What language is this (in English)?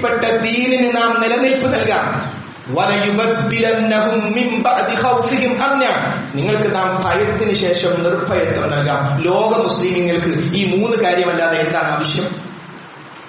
Malayalam